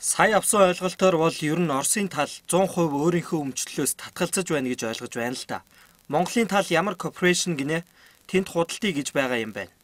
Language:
Mongolian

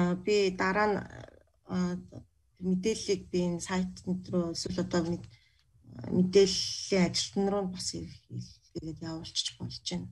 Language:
Mongolian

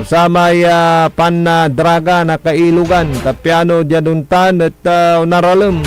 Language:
Pangasinan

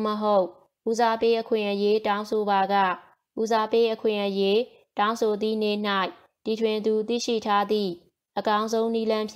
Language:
Burmese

